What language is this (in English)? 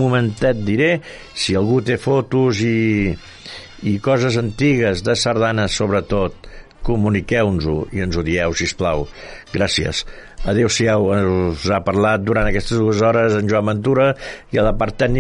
Catalan